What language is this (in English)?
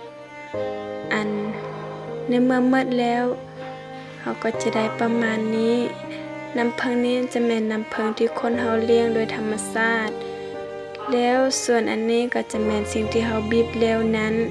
Lao